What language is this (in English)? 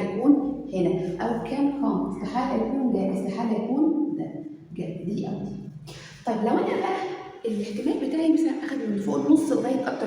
Egyptian Arabic